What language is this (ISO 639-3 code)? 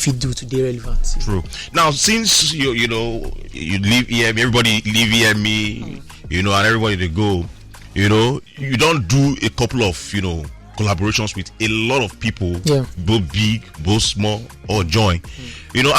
pcm